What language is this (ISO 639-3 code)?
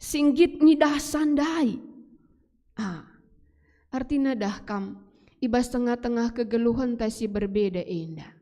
btx